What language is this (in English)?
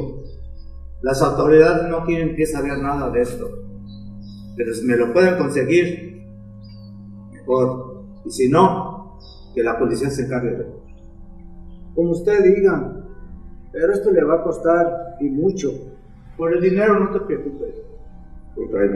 Spanish